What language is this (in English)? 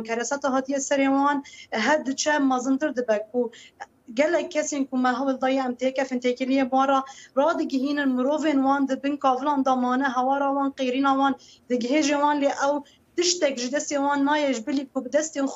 Kurdish